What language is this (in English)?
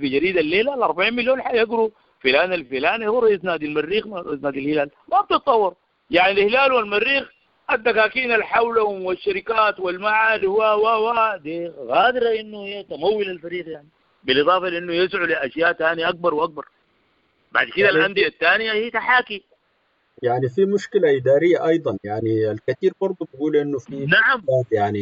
Sudanese Arabic